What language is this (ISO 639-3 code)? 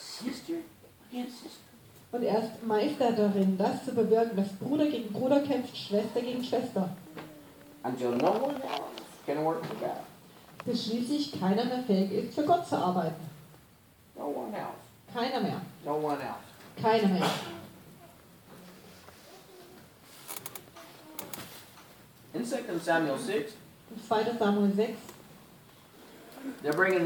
deu